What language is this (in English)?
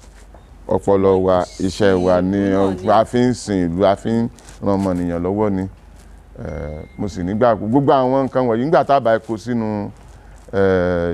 Yoruba